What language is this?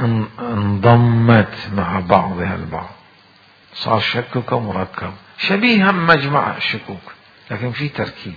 Mesopotamian Arabic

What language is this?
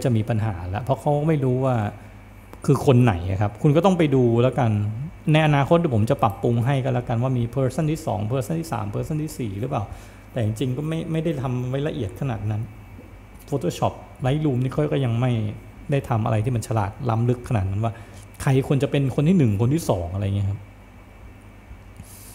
Thai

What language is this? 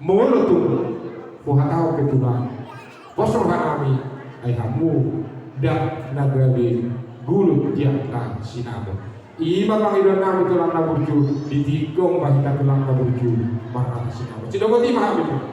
Batak Toba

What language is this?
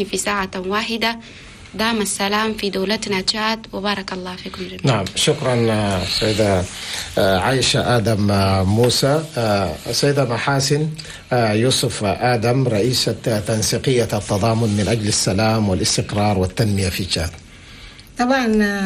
Chadian Arabic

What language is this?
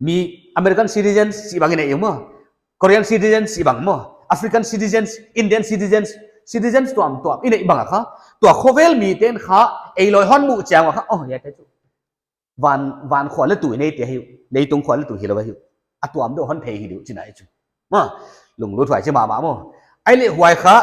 Paite Chin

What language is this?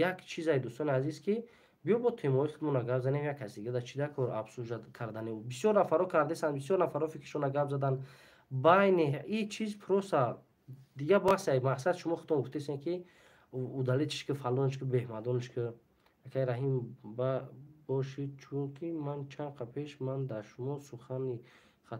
Tajik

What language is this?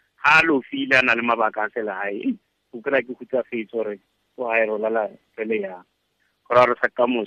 Tswana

